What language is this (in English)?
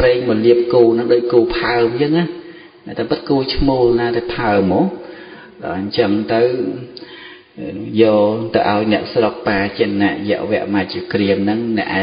Khmer